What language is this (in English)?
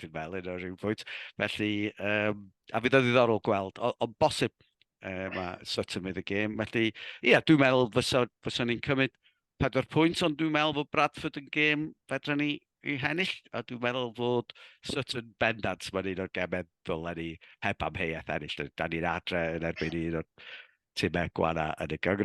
Welsh